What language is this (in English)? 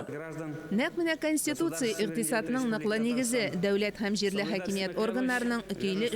Tatar